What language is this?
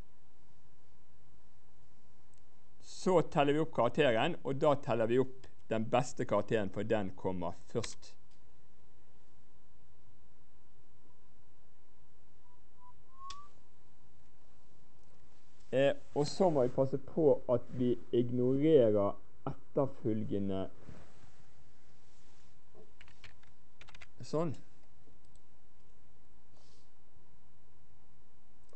Norwegian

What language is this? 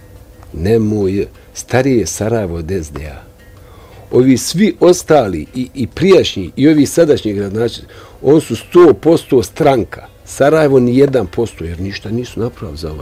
Bosnian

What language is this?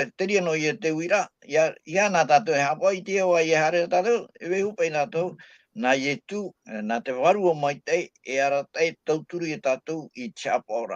Tahitian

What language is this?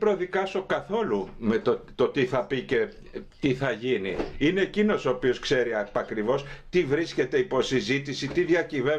Greek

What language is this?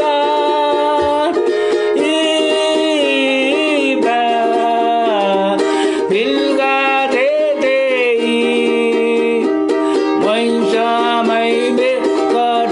Pohnpeian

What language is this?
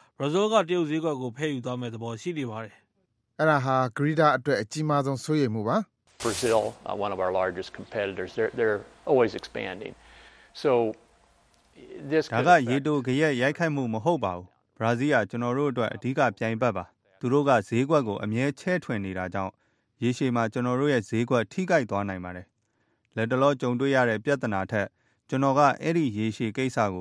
Burmese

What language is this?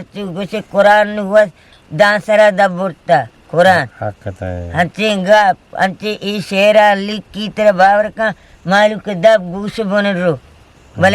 Eastern Balochi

